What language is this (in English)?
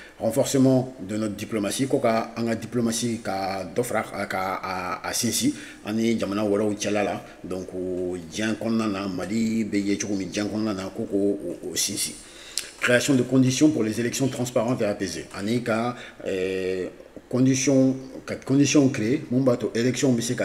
Bambara